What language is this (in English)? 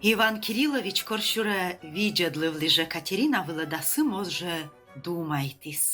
Komi